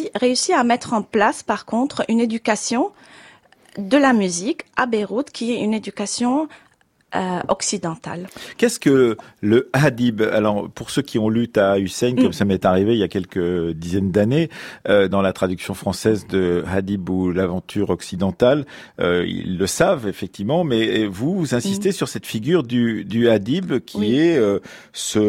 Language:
French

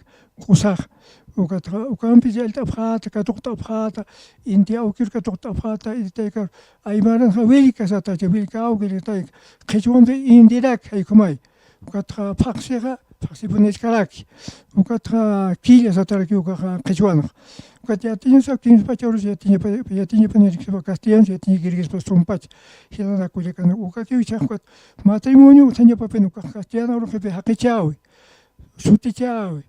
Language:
Aymara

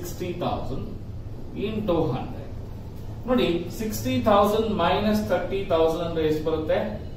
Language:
Kannada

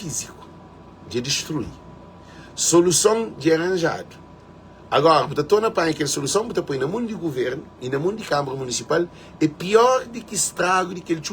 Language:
Kabuverdianu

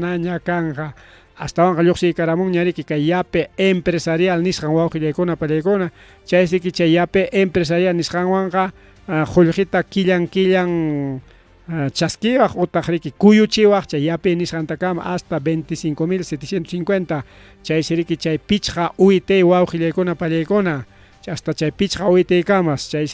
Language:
Ayacucho Quechua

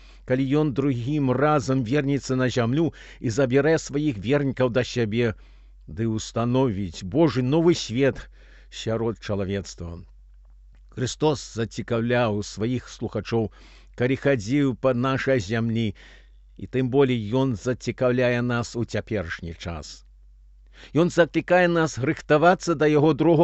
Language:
Belarusian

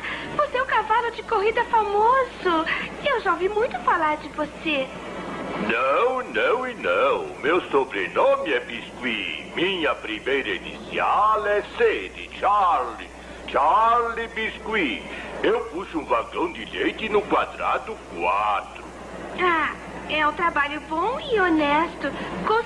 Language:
Portuguese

